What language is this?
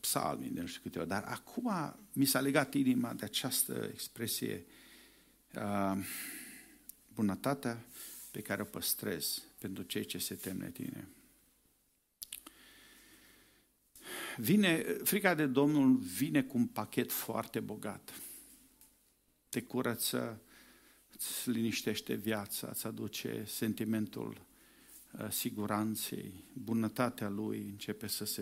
Romanian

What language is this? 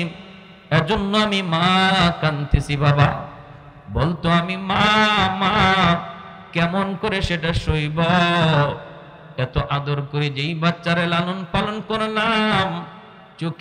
Bangla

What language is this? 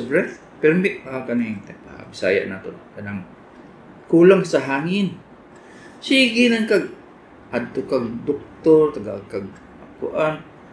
Cebuano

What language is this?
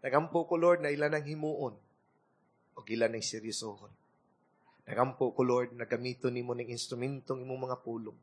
Cebuano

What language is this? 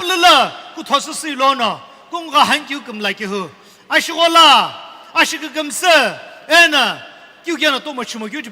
Sumi Naga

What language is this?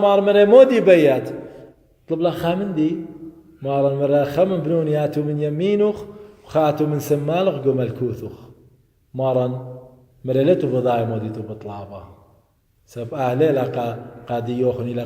Assyrian Neo-Aramaic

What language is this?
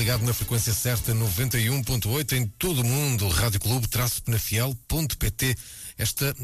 Portuguese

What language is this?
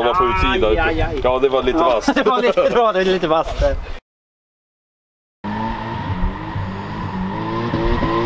Swedish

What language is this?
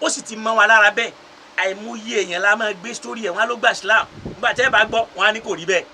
Yoruba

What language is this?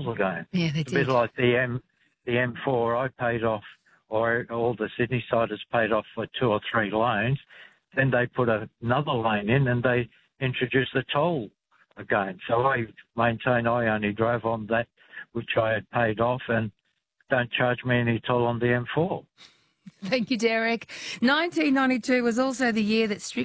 English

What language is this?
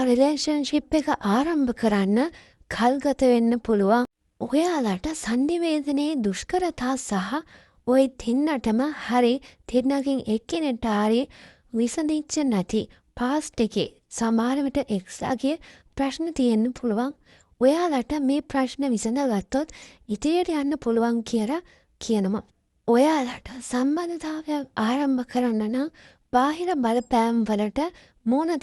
Sinhala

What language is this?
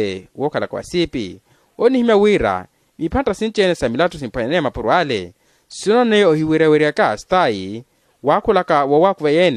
Makhuwa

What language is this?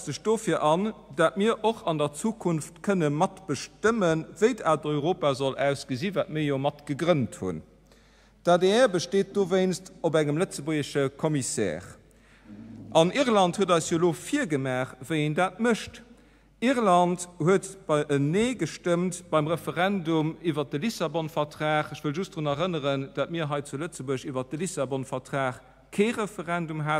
Luxembourgish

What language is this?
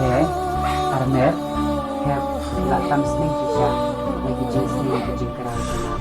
Khasi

